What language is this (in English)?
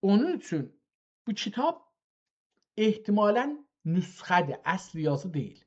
South Azerbaijani